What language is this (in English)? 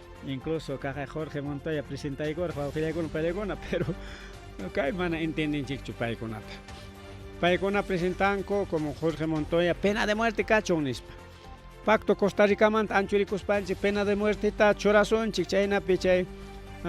Ayacucho Quechua